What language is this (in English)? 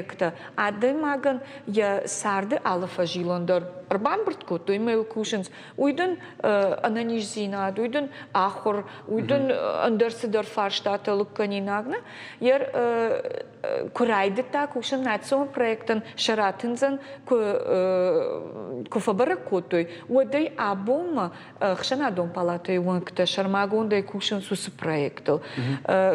Ossetic